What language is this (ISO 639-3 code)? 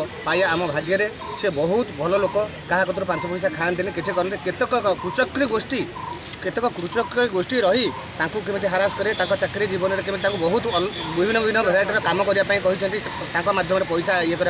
ori